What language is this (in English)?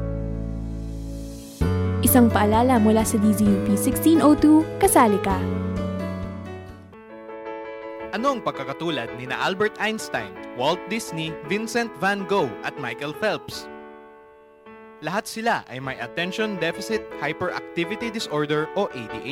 Filipino